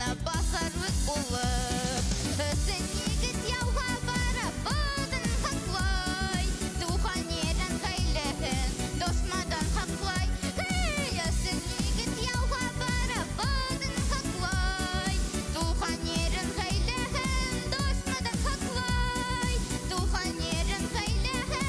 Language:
Bashkir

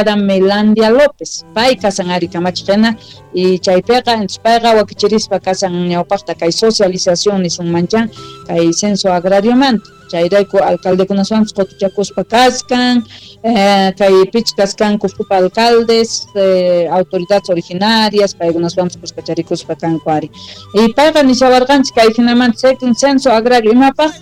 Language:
South Bolivian Quechua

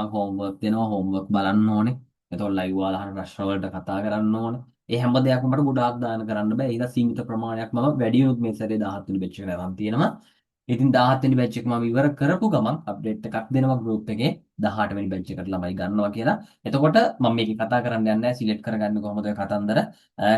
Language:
Sinhala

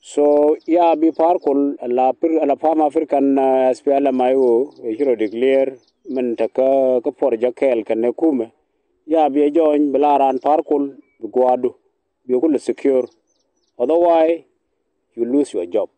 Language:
Nuer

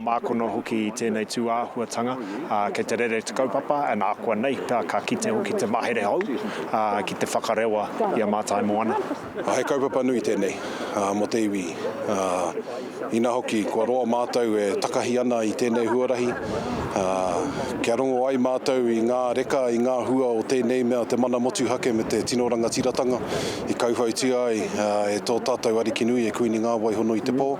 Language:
Māori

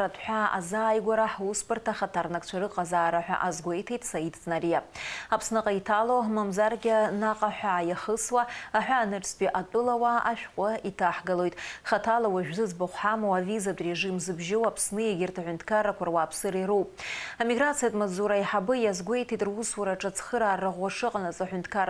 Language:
Abkhazian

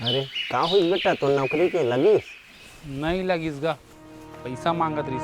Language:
Chhattisgarhi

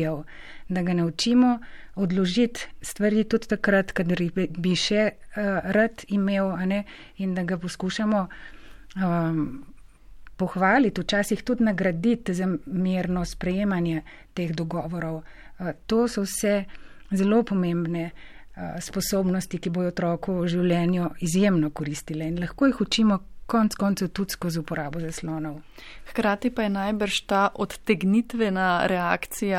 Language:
Slovenian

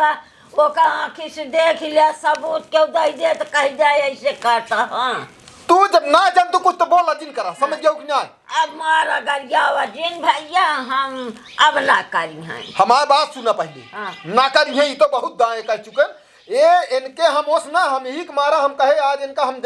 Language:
Awadhi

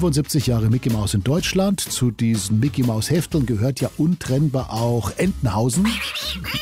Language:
German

